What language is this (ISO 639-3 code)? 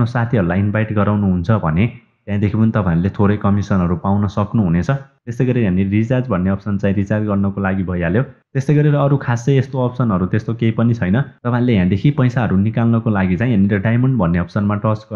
nep